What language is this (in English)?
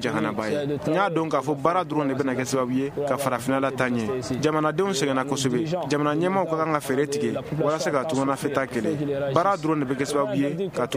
Bambara